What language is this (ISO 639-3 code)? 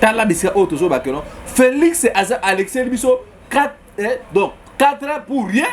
lin